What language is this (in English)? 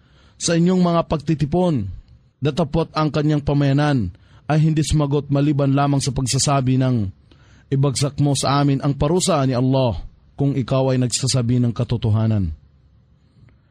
Filipino